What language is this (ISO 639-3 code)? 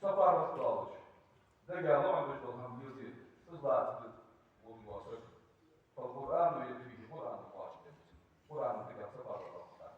inh